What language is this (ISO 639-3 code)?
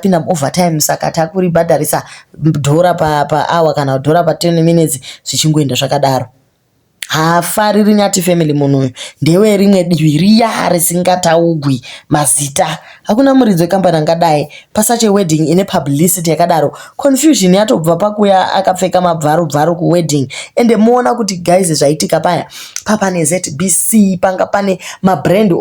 sna